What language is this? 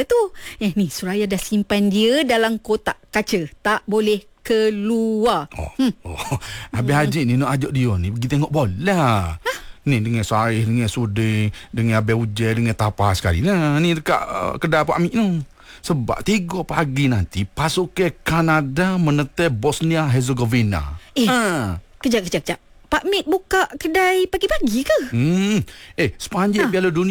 Malay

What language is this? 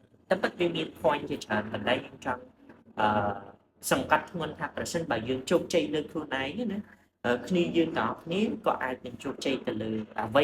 Khmer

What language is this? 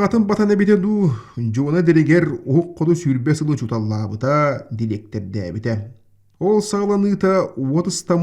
Yakut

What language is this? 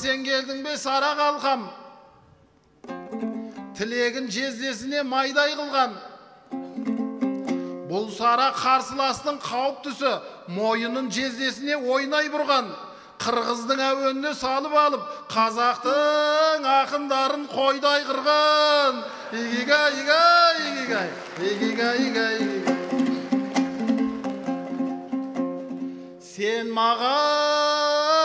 Kazakh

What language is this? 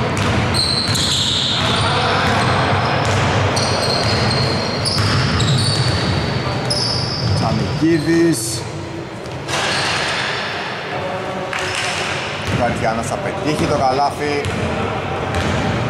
Greek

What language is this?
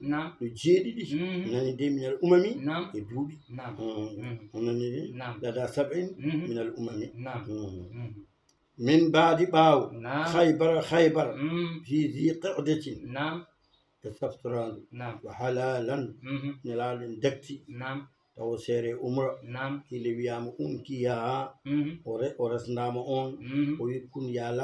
Fula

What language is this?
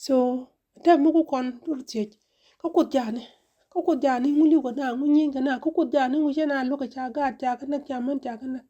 Nuer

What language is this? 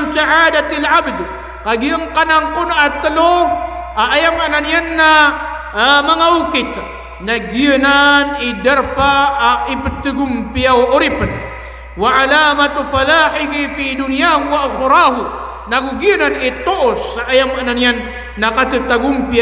Maranao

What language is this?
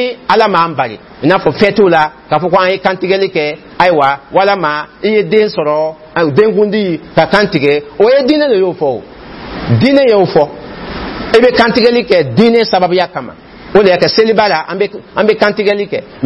Dyula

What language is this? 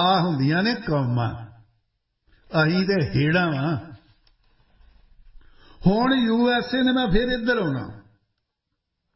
Punjabi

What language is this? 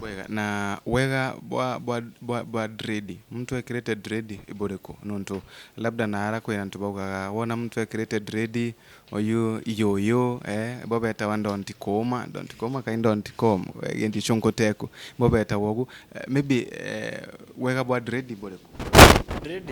Meru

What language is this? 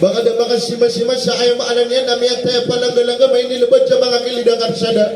Maranao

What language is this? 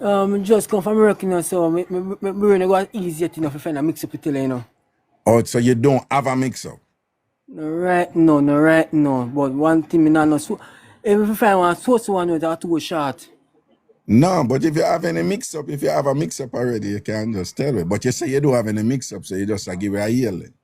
Jamaican Creole English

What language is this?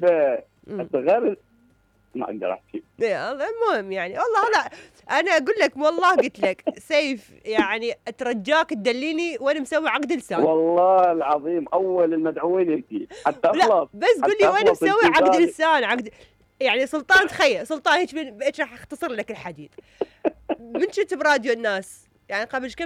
Mesopotamian Arabic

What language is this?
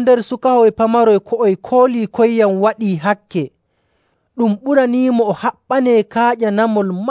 Nigerian Fulfulde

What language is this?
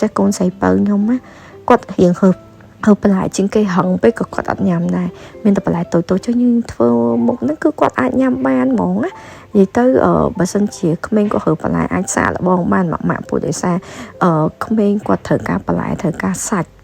Khmer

